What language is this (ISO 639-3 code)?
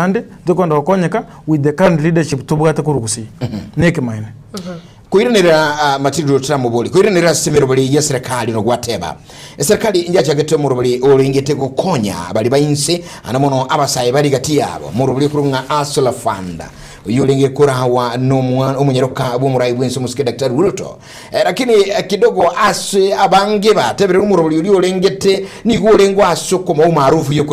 guz